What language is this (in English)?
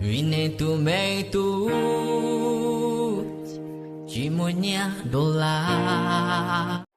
Hmong